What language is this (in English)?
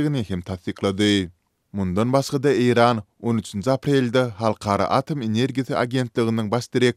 Turkmen